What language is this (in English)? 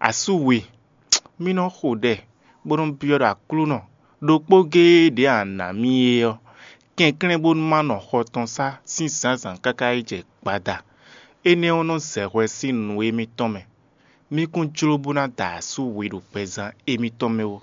Fon